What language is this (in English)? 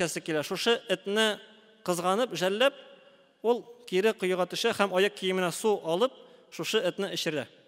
Tatar